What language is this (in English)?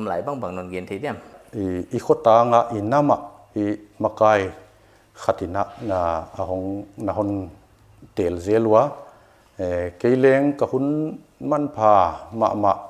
Paite Chin